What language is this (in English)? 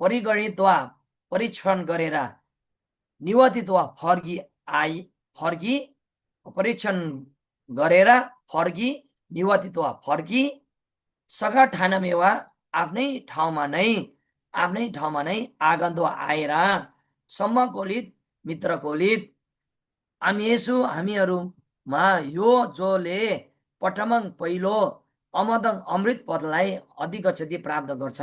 Nepali